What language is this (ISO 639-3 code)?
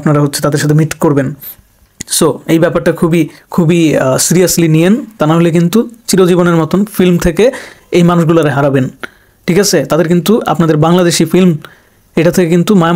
ben